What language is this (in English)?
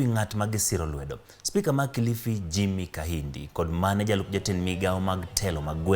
Luo (Kenya and Tanzania)